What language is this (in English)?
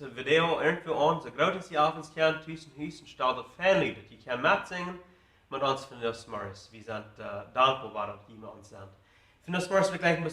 Plautdietsch